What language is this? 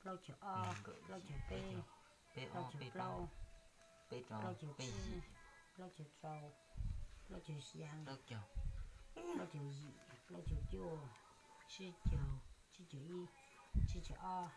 Hmong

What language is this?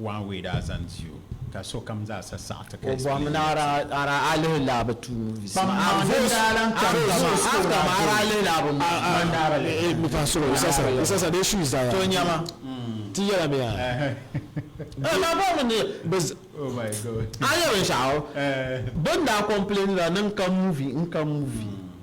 Dagbani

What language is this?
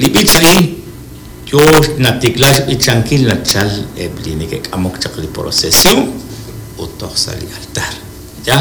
Kekchí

